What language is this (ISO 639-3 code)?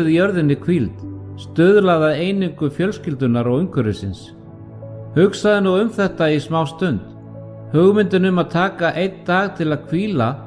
isl